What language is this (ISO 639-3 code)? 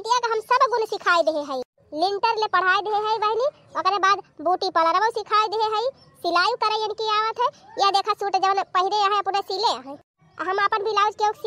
bho